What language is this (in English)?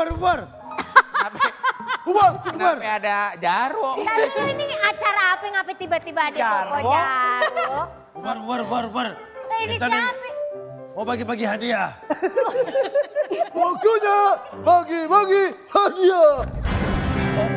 Indonesian